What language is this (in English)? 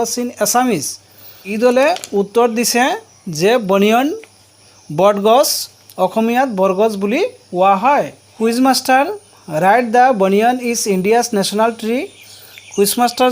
Assamese